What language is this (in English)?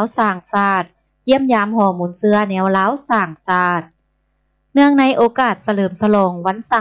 Lao